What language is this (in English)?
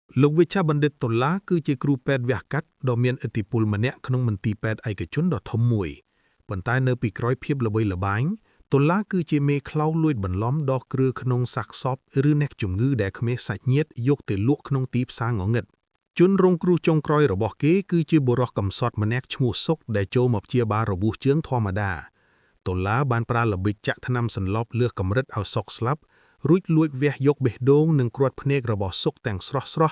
Khmer